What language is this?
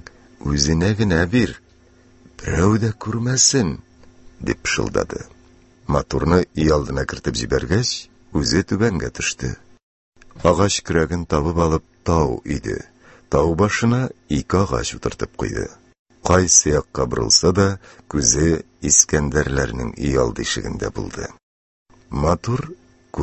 Tatar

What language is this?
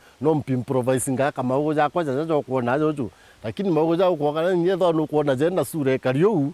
Meru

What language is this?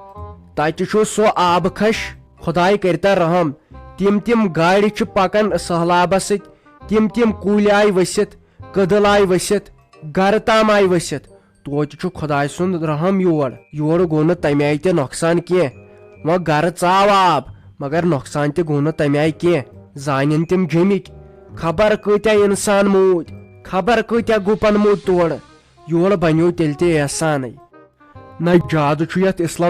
Kashmiri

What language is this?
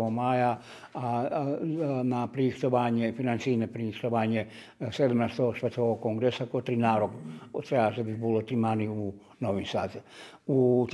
Rusyn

